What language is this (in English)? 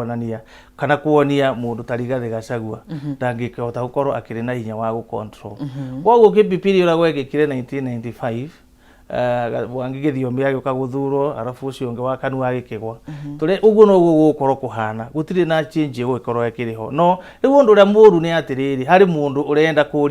Kikuyu